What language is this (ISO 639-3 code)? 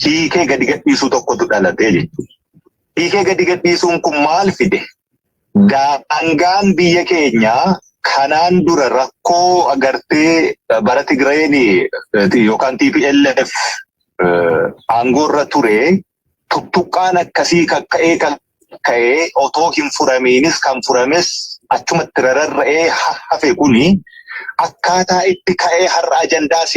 orm